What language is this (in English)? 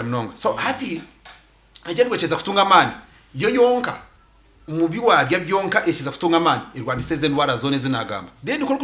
Nyankole